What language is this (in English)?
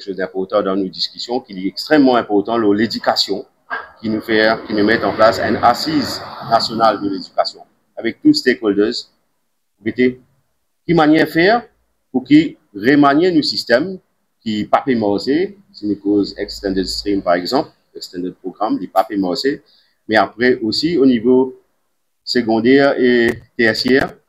Morisyen